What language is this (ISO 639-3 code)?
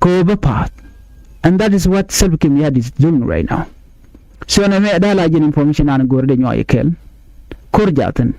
nus